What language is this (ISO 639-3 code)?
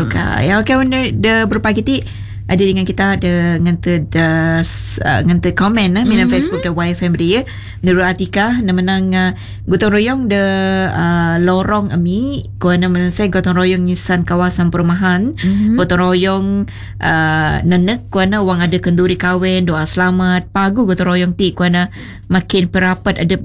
msa